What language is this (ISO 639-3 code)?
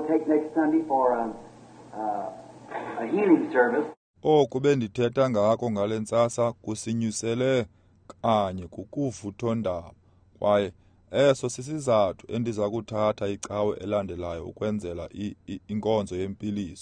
xho